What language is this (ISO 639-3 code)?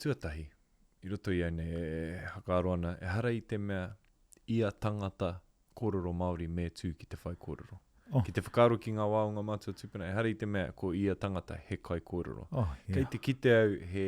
mri